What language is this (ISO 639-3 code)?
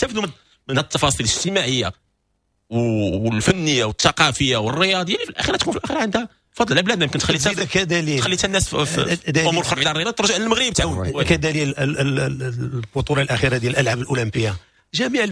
ary